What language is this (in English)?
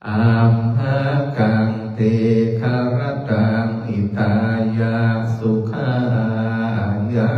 Pali